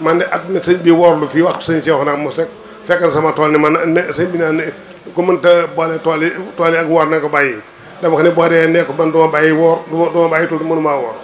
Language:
Wolof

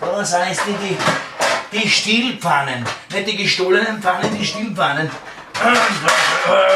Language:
Bavarian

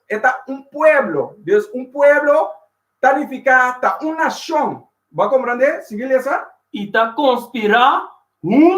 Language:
Papiamento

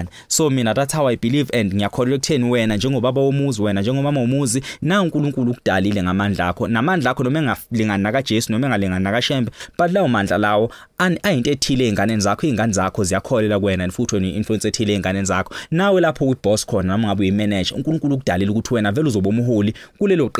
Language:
Zulu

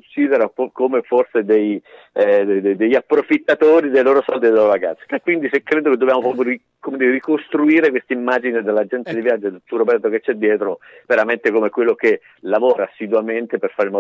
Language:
Italian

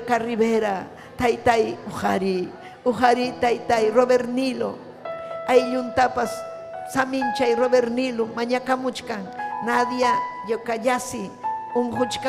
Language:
Ayacucho Quechua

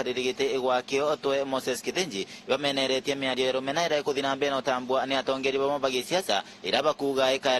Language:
Meru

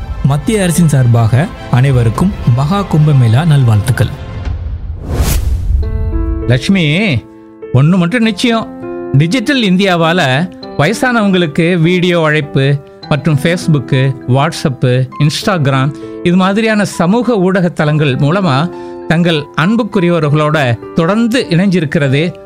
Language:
Tamil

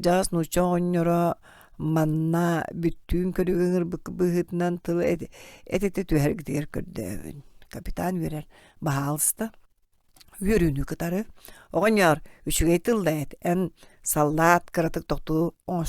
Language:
Yakut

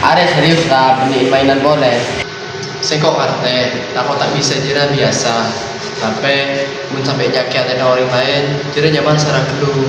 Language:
Madurese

